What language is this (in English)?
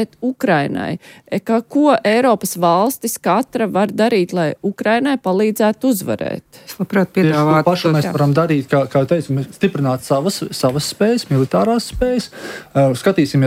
Latvian